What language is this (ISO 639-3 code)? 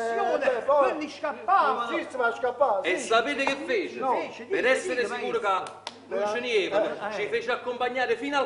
nap